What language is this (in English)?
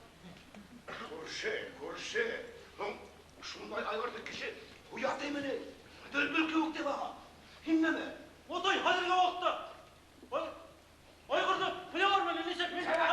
Bashkir